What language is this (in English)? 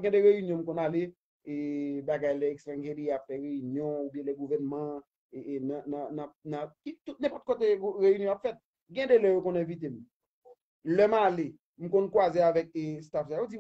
Haitian Creole